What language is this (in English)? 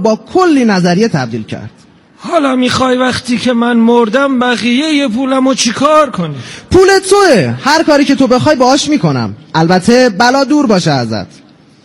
Persian